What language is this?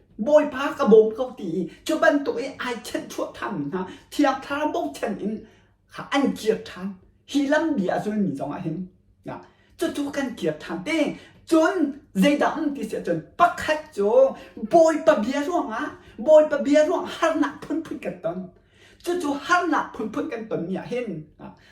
Hakha Chin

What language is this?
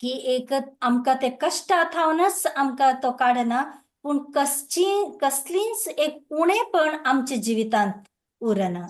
Konkani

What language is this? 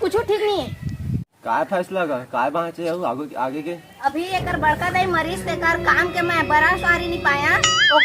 Chhattisgarhi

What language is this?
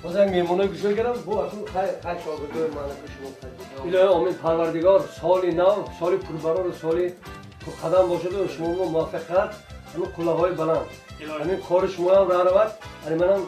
Tajik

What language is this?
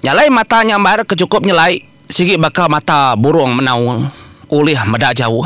Iban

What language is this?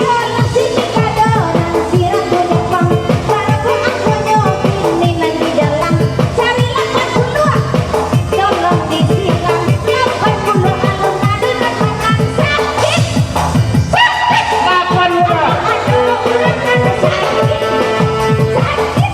Minangkabau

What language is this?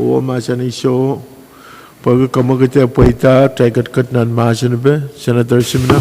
Pohnpeian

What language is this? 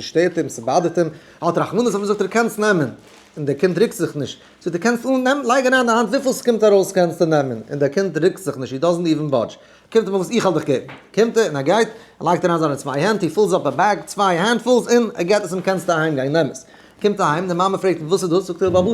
Yiddish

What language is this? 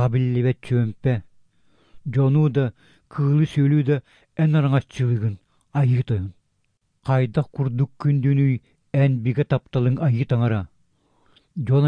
Yakut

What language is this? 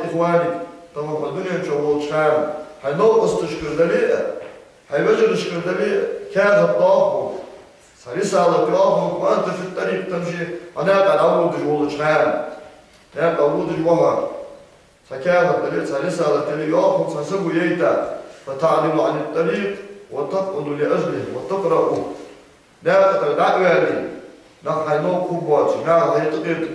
Ingush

